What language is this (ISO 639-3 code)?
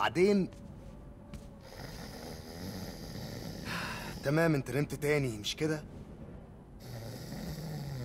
arz